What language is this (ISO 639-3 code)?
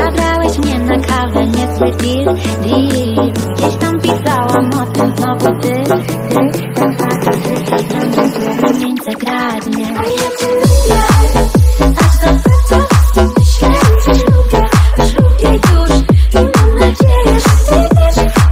pol